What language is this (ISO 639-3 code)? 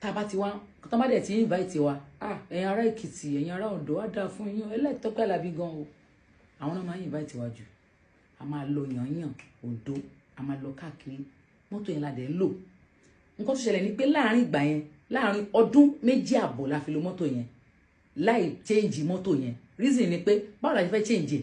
yor